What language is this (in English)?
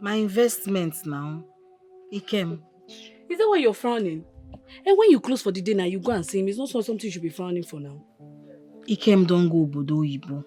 Nigerian Pidgin